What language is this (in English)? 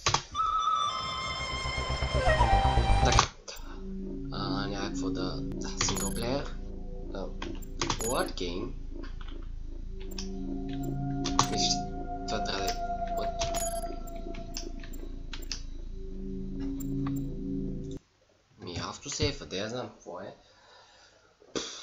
Bulgarian